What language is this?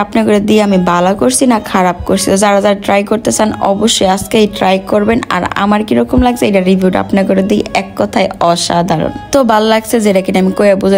Bangla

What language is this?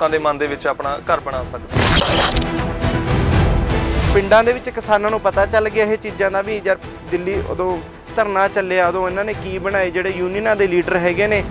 Punjabi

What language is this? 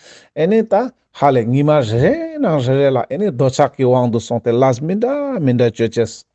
Ladakhi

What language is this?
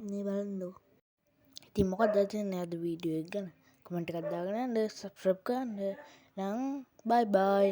Sinhala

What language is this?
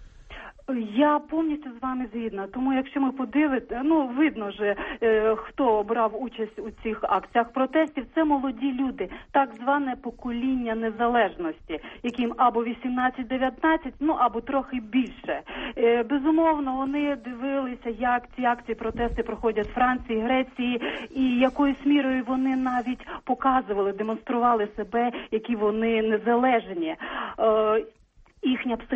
Ukrainian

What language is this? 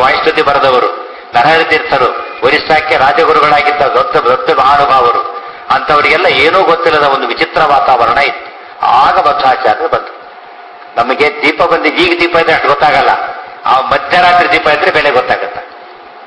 Kannada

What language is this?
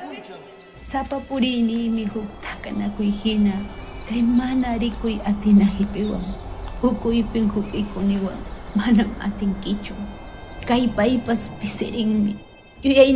Ayacucho Quechua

